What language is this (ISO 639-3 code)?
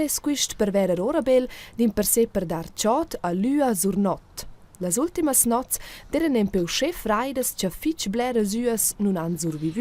roh